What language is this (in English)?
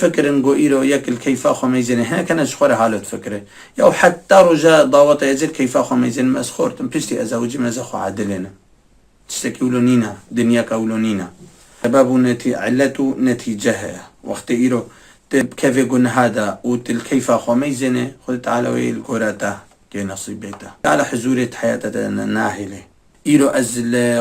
Kurdish